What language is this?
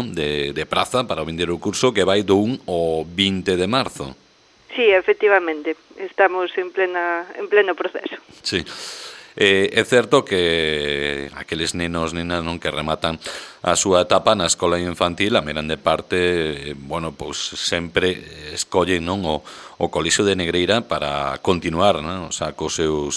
Galician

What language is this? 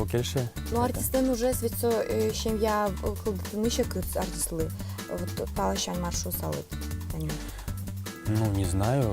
Udmurt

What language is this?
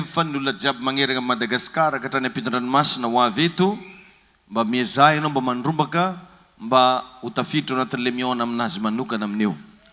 Malagasy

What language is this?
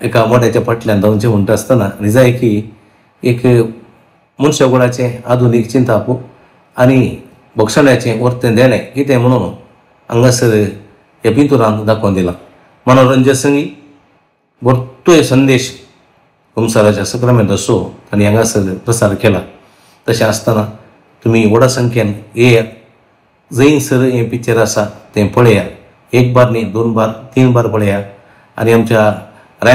Konkani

